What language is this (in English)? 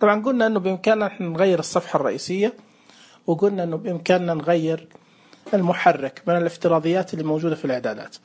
Najdi Arabic